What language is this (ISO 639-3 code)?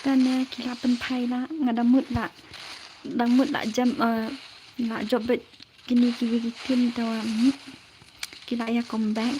kha